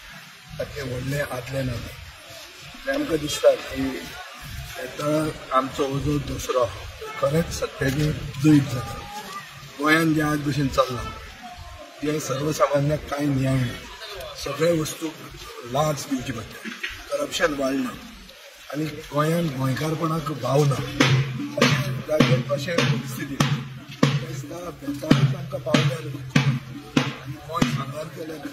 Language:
Konkani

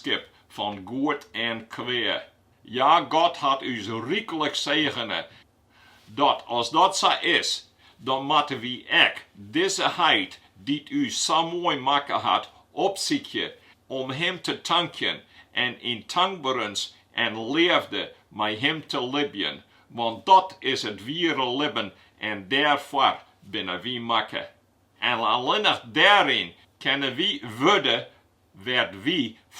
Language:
Western Frisian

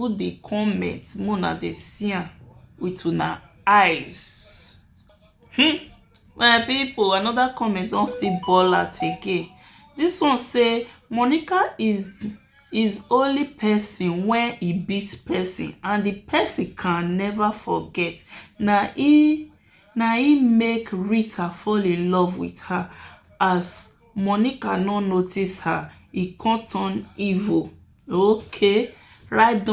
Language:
Nigerian Pidgin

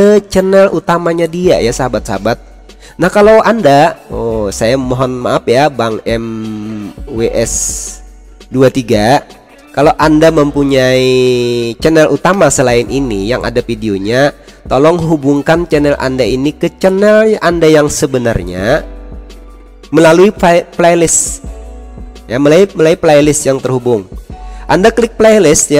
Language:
Indonesian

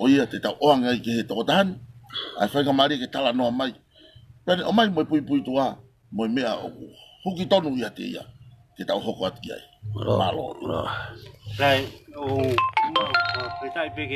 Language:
Tongan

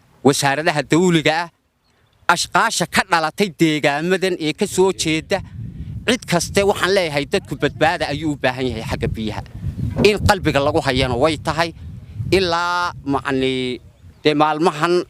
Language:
Somali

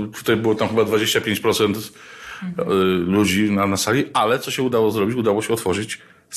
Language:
Polish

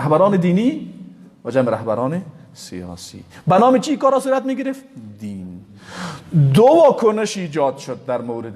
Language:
Persian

